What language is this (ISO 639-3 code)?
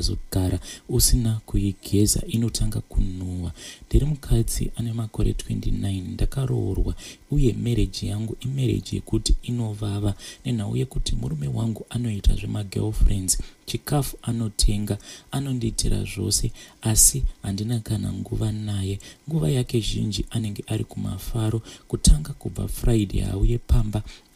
sna